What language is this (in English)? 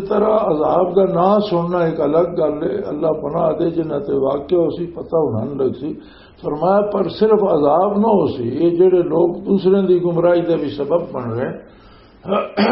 Western Panjabi